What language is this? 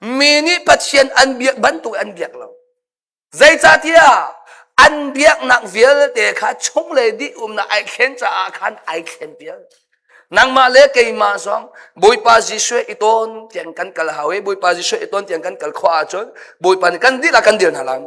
Hakha Chin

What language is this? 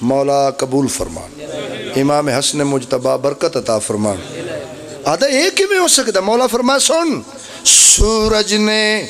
Pahari-Potwari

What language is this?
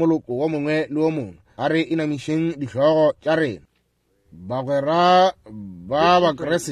Northern Sotho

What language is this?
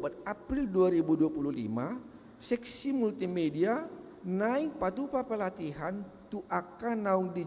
Batak Toba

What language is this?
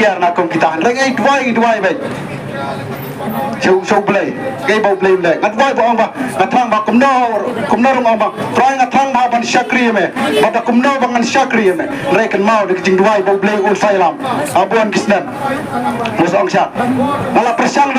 Khasi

